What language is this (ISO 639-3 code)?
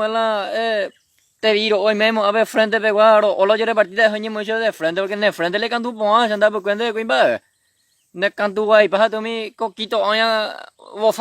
grn